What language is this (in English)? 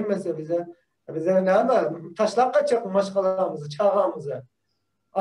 Turkmen